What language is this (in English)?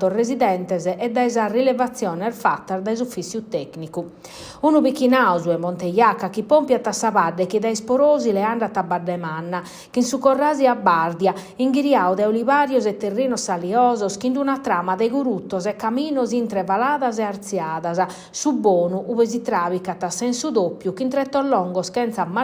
Sardinian